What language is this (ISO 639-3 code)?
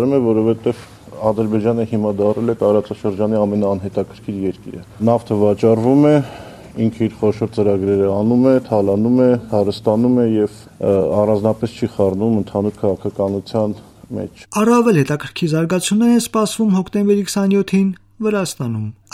hye